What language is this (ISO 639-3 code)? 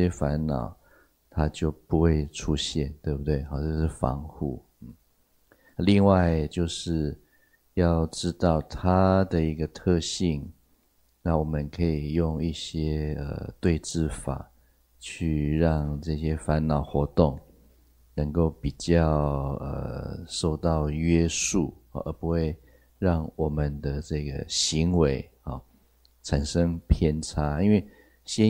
zho